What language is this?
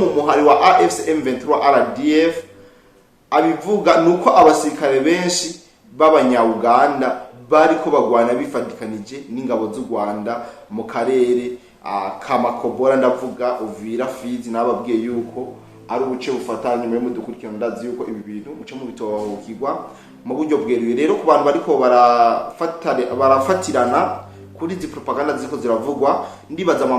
Rundi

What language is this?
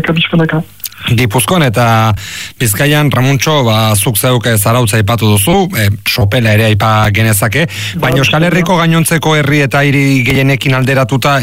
Basque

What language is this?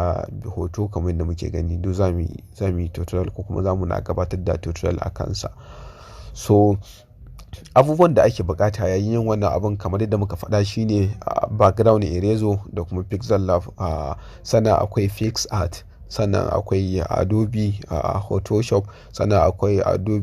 Hausa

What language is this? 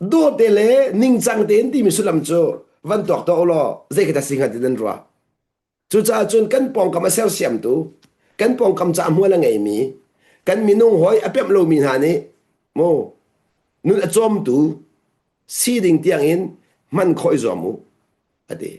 Hakha Chin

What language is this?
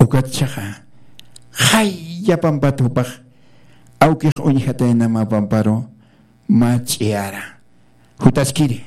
Aymara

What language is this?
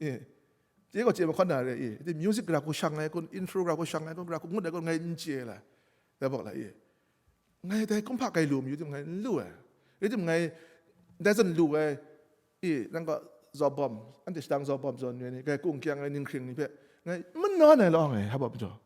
Kachin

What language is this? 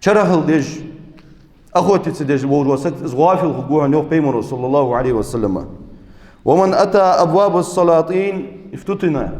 Ingush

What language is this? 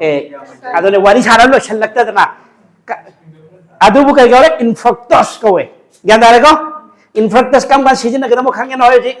Manipuri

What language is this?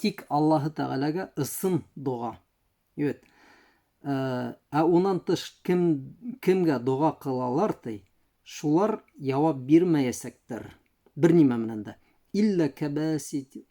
Bashkir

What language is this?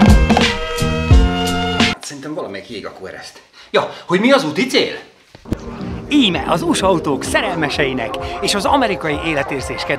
Hungarian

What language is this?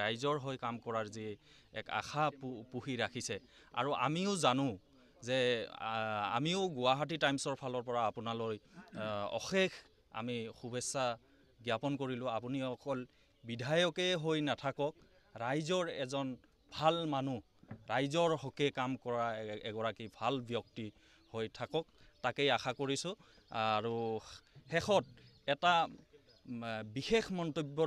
Assamese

